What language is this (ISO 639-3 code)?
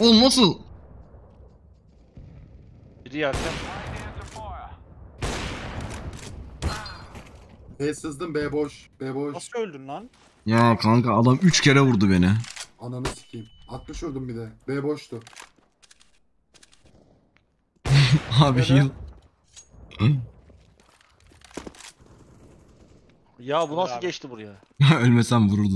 tur